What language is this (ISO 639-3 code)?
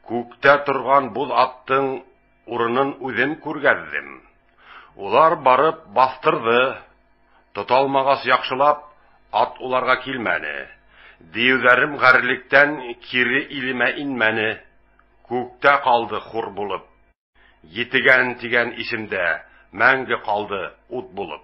bak